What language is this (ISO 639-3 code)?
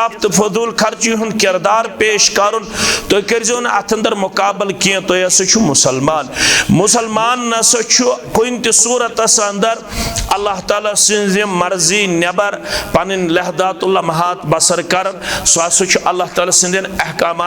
kas